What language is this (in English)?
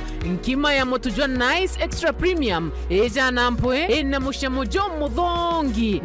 Meru